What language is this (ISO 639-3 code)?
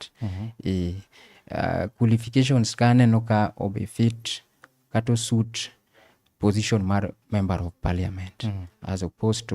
luo